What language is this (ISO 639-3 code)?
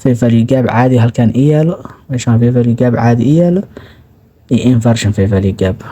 som